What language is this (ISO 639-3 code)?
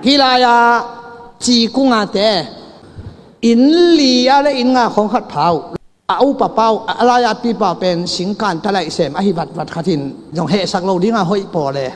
ctd